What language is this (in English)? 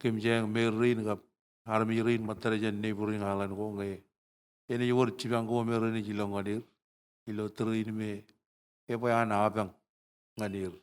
Marshallese